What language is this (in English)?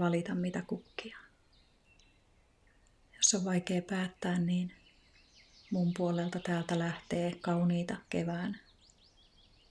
Finnish